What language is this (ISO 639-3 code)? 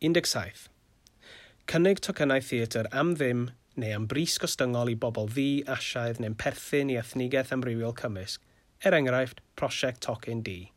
cym